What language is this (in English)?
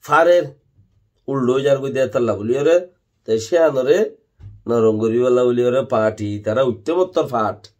Rohingya